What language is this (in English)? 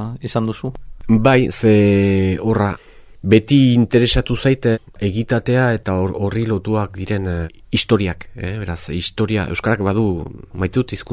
Basque